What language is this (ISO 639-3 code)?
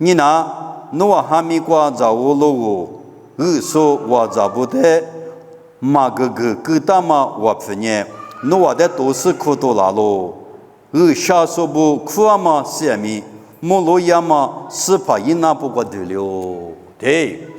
lis